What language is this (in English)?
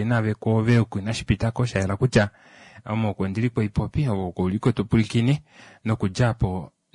Kuanyama